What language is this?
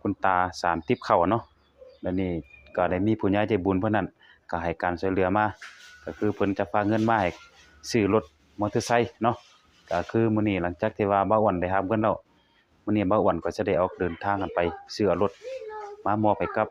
Lao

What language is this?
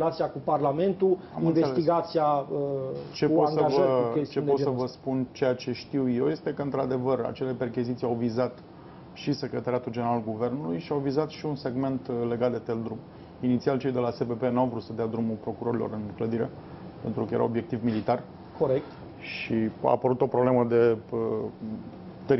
Romanian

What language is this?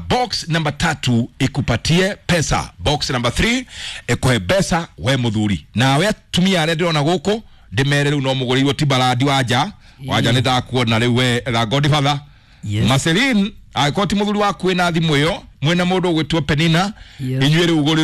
Kikuyu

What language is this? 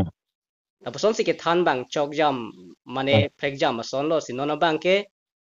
Karbi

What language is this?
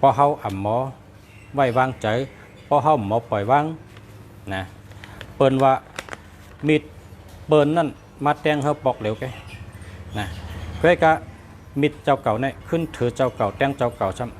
Shan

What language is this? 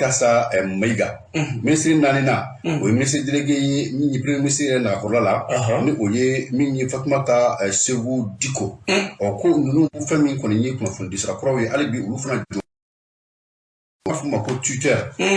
Bambara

